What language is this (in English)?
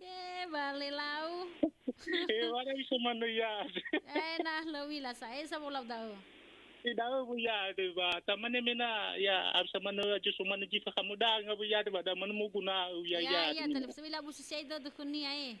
Nias